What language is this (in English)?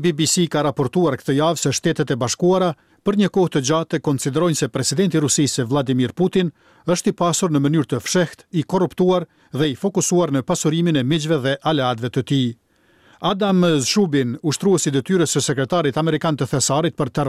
Albanian